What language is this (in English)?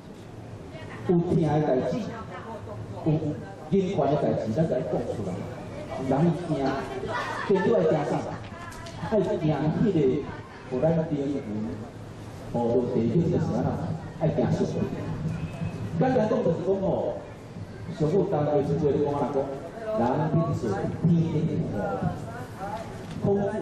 Min Nan Chinese